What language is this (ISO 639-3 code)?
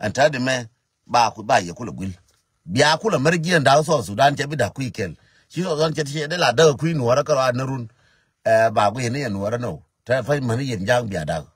nus